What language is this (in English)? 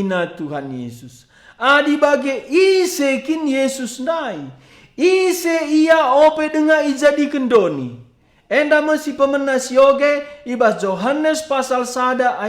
Batak Karo